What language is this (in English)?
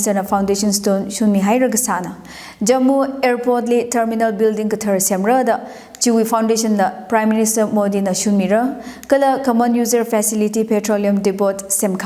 Tangkhul Naga (India)